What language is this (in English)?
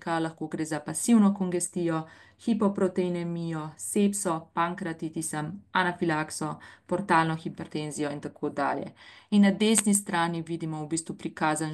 Slovenian